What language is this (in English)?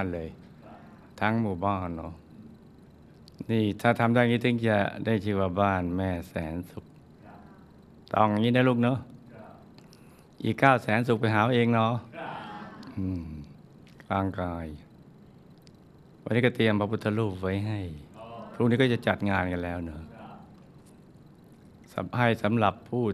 Thai